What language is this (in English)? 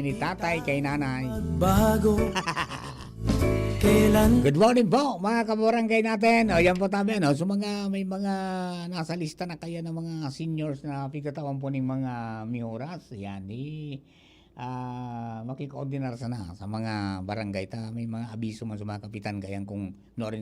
Bikol